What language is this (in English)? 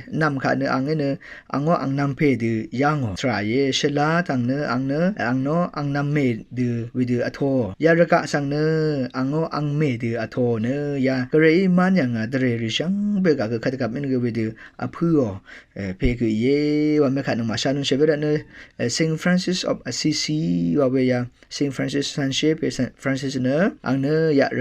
Rawang